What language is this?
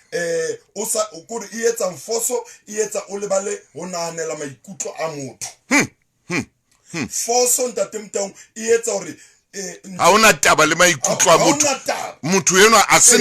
Southern Sotho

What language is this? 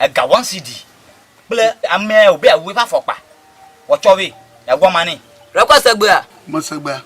Ewe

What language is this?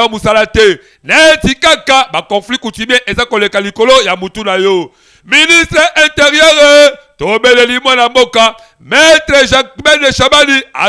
Lingala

